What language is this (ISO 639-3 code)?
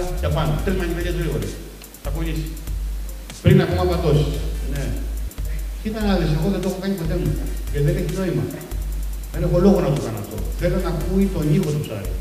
ell